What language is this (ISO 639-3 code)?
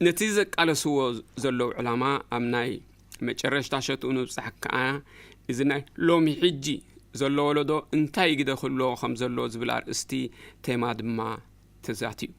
tir